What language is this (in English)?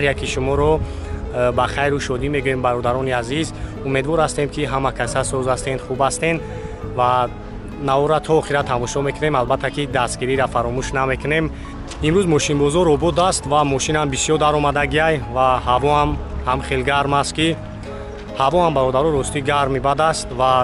Tajik